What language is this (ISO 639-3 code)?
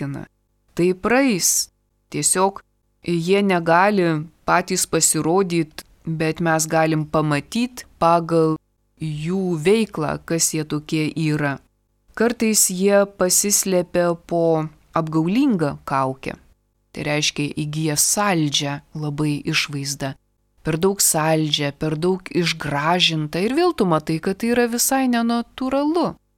lit